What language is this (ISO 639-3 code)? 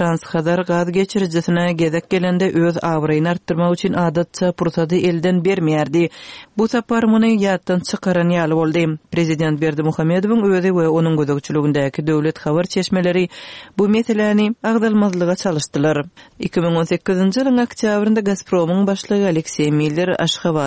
tuk